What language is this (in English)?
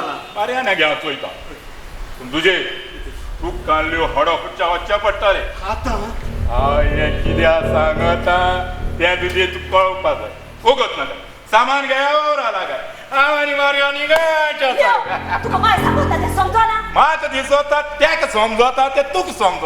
Konkani